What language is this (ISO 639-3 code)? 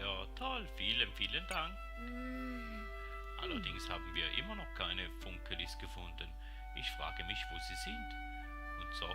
gsw